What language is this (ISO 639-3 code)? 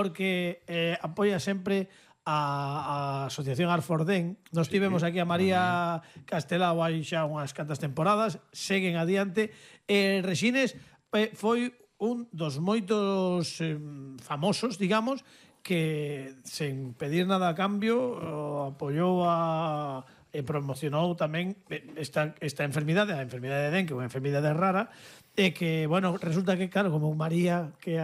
glg